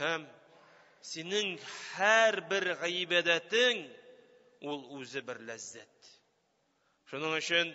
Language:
Tatar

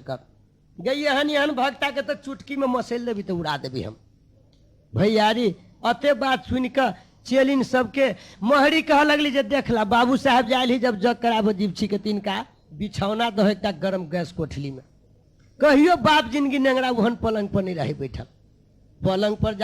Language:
Maithili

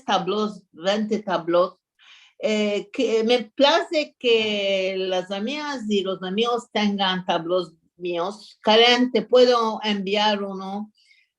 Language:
Ladino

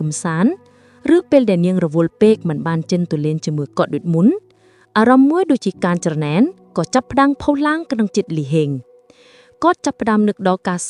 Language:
Khmer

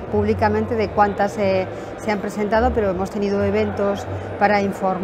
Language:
Spanish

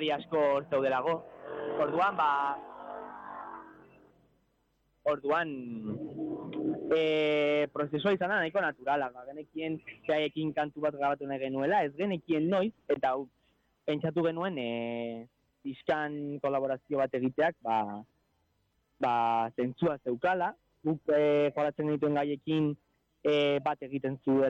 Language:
Basque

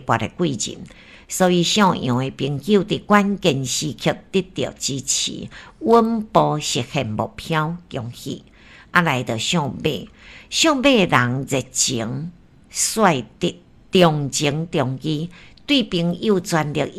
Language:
Min Nan Chinese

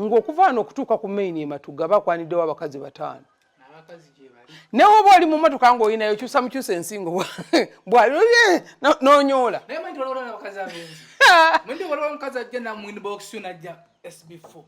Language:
Ganda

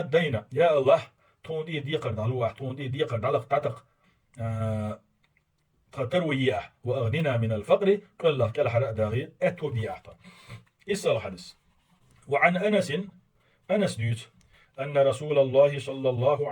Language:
Chechen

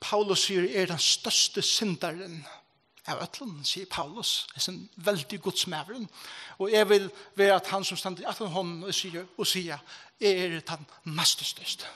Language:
Faroese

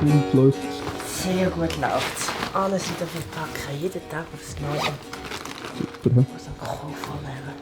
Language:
Swiss German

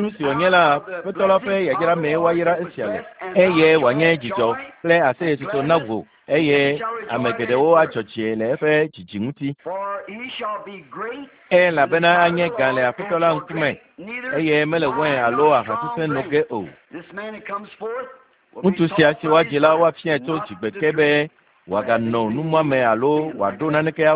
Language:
Ewe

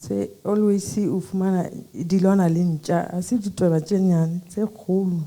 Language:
Southern Sotho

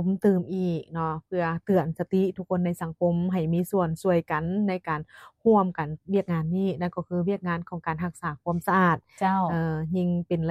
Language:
Lao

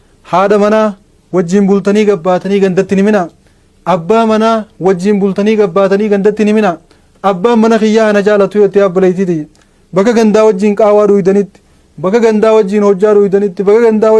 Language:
Oromo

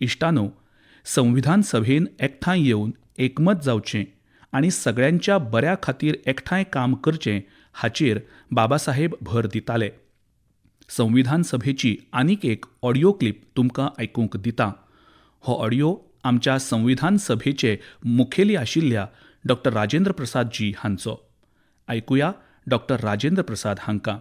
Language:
Konkani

